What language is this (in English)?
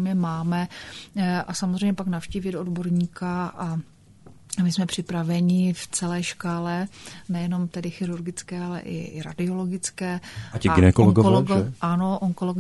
Czech